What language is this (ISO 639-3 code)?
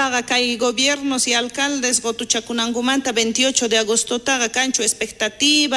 quh